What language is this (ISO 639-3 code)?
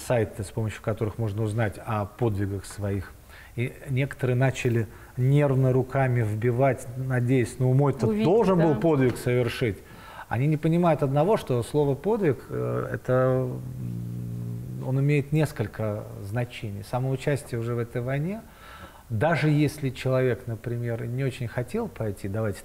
rus